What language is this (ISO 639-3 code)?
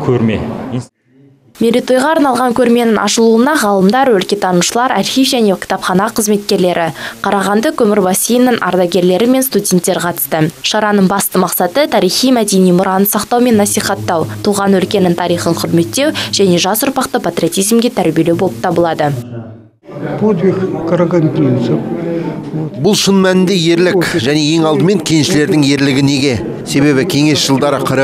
kaz